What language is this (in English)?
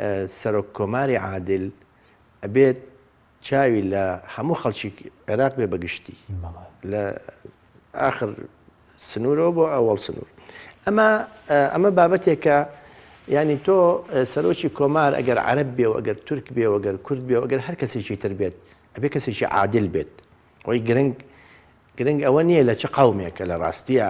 Central Kurdish